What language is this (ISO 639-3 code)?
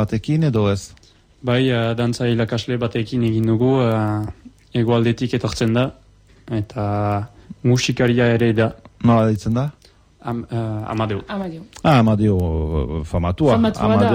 eus